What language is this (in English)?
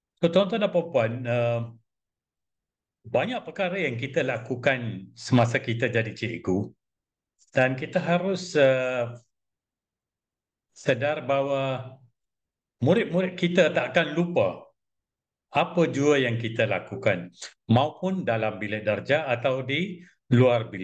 Malay